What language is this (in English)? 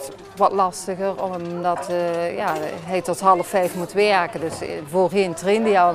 Dutch